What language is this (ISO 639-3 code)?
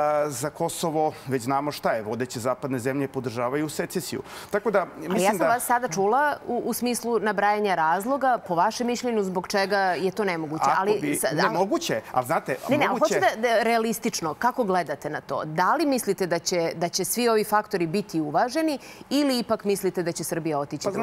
srp